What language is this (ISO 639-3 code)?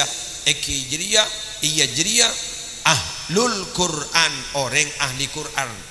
mad